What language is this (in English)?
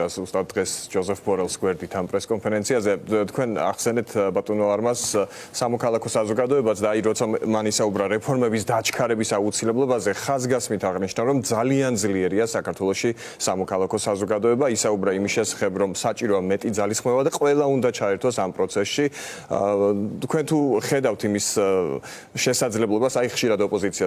Georgian